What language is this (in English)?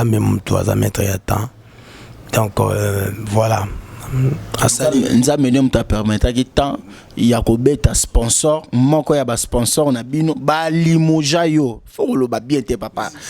Lingala